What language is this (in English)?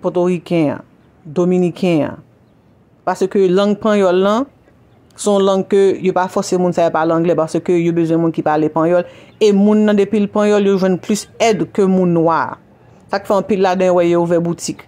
Haitian Creole